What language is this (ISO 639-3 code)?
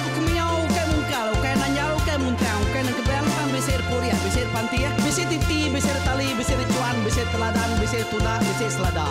iba